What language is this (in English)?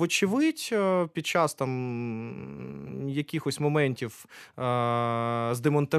Ukrainian